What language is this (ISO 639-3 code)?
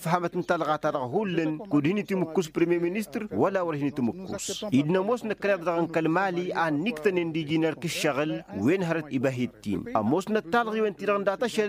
taq